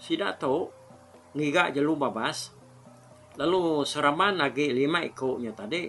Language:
Iban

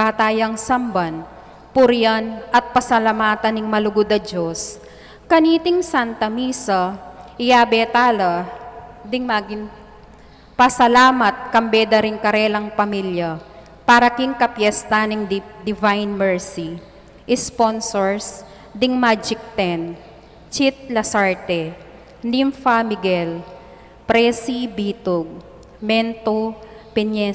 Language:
Pampanga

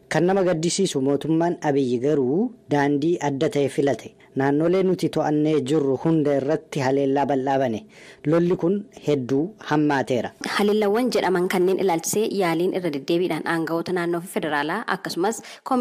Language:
Oromo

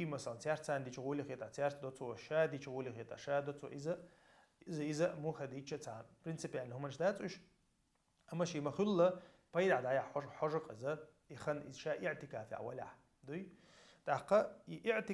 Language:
Chechen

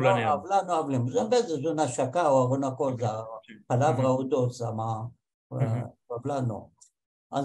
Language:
Ladino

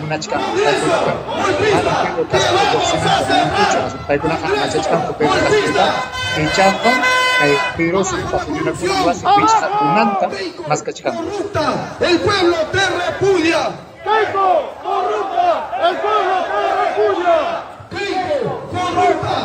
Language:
Ayacucho Quechua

